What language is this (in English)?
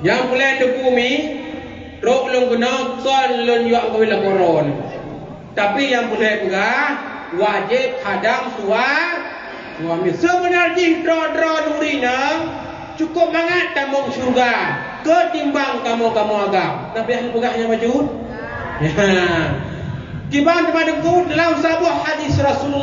Achinese